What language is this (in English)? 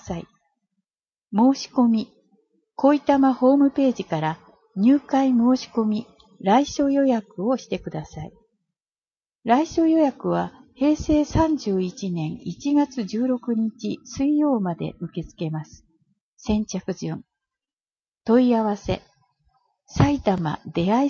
Japanese